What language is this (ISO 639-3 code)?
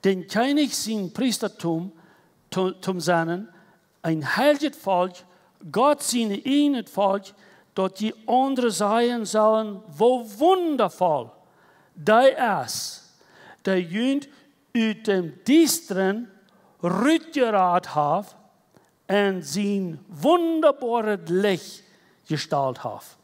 pdt